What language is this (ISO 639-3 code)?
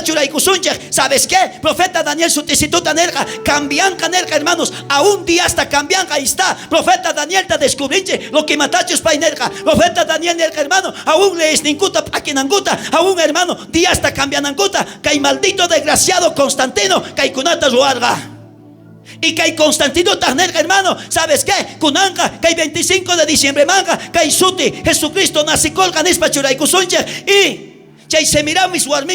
quh